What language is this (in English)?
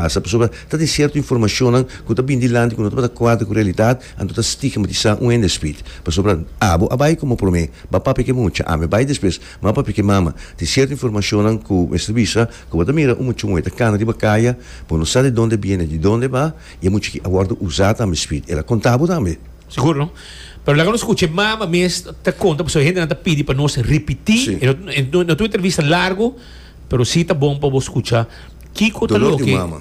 Papiamento